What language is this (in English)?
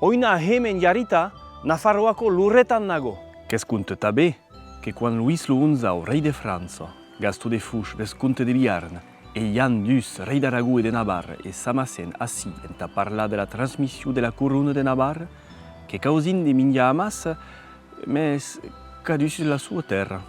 Occitan